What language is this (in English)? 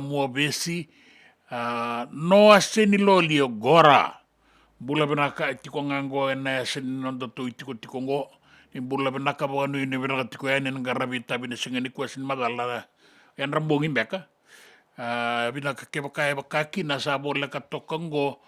Fijian